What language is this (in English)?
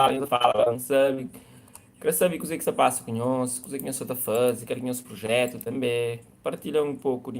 Kabuverdianu